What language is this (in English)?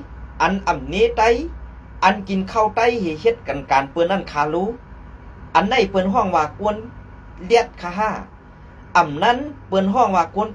Shan